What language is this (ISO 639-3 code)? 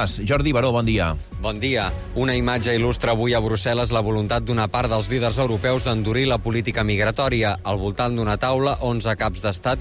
cat